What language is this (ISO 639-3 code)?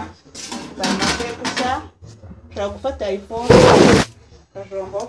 kin